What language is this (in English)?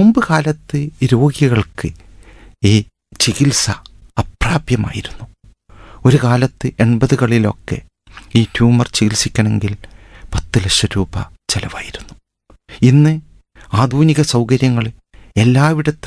Malayalam